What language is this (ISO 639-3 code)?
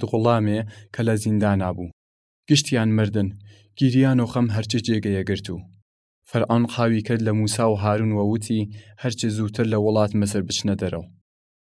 sdh